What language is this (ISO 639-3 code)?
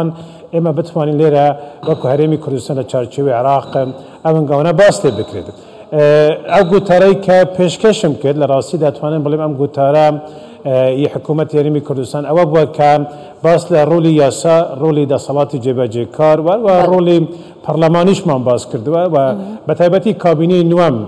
ckb